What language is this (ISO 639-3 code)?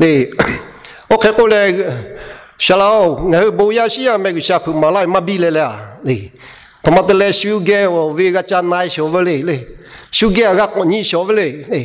lhu